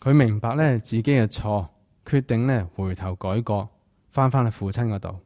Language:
Cantonese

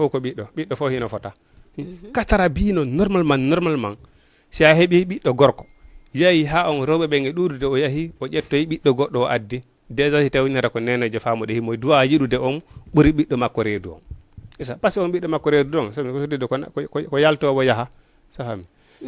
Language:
Fula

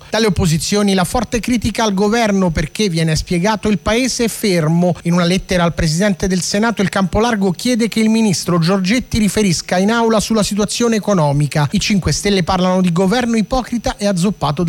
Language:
Italian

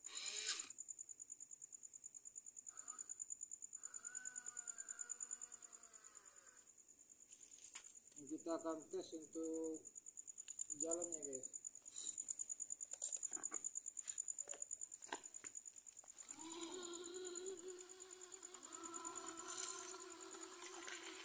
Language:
Indonesian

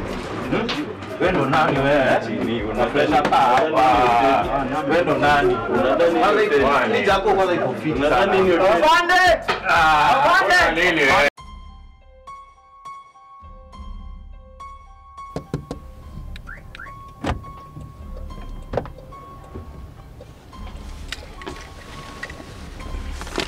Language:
Swahili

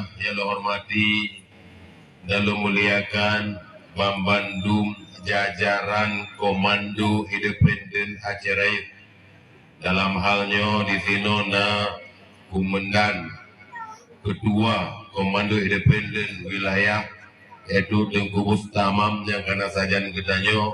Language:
Achinese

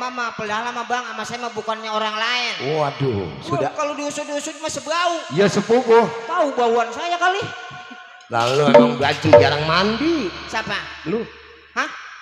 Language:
Betawi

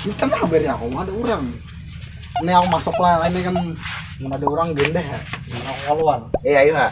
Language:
Banjar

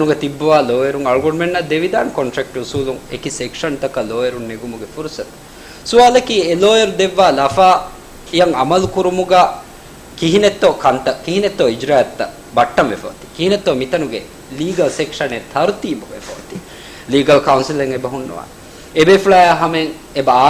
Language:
Divehi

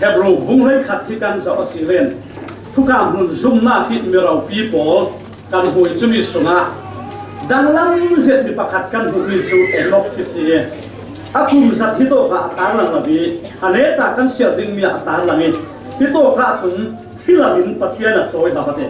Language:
Falam Chin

